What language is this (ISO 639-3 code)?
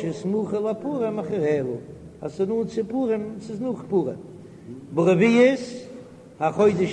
yid